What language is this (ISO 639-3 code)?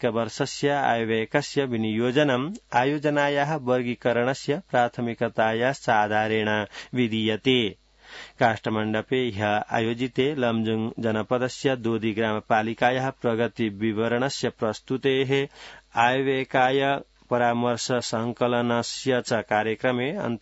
san